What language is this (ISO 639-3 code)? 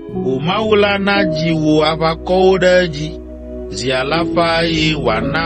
ewe